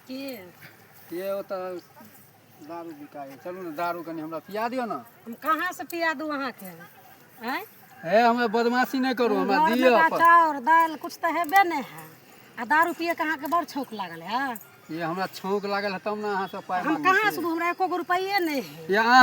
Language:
Maithili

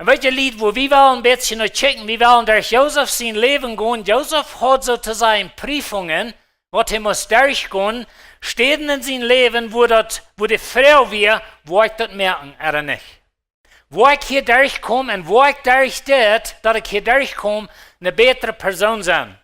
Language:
Plautdietsch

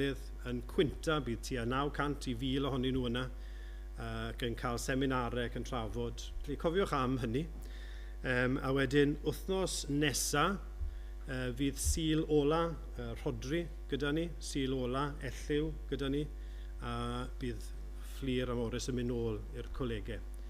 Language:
Welsh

